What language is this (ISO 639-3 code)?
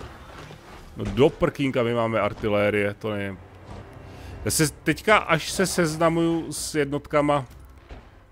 ces